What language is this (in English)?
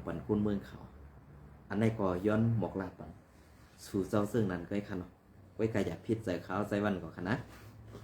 Shan